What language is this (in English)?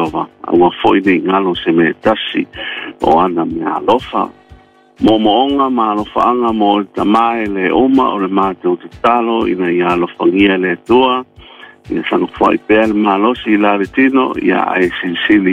Samoan